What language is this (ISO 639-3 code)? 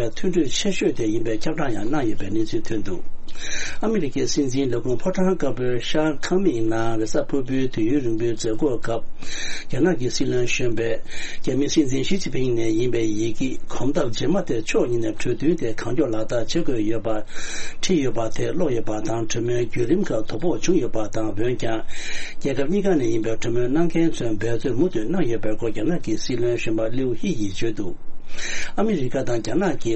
bod